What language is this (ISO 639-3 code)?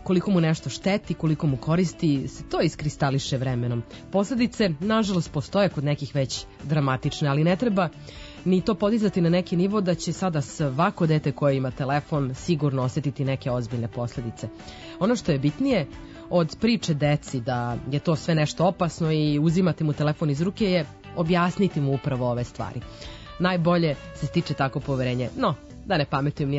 srp